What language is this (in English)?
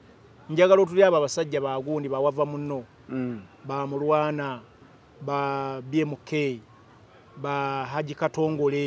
Ganda